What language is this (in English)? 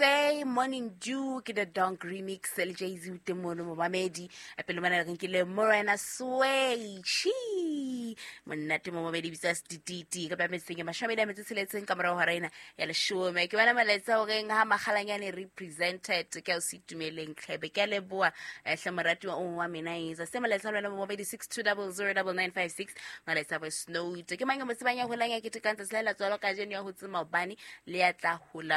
Southern Sotho